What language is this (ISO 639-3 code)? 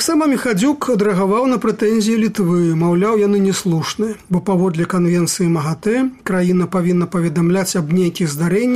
bel